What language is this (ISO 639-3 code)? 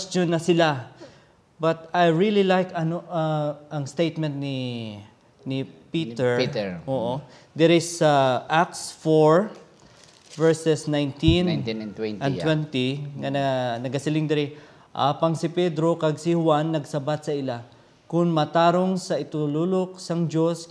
hil